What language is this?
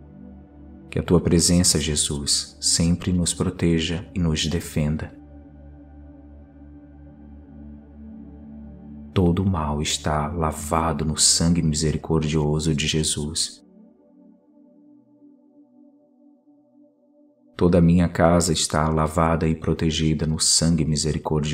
Portuguese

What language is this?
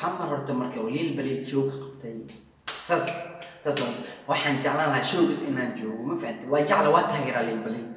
Somali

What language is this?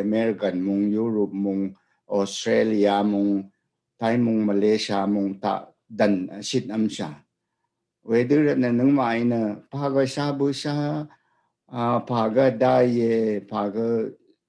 Rawang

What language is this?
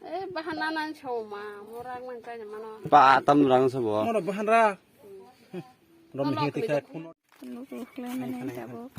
Kok Borok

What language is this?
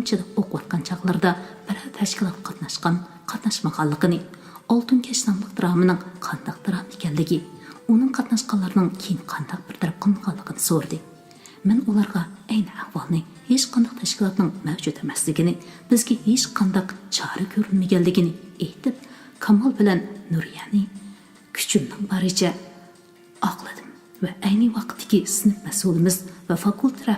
Uyghur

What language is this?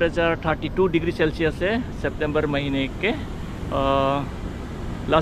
Hindi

